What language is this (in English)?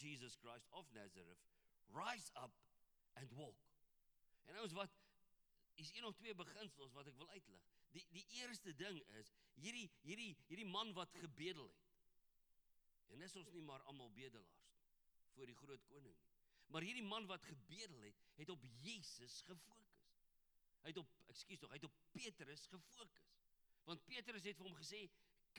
Afrikaans